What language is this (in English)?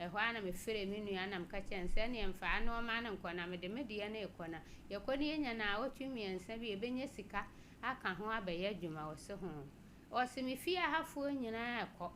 Akan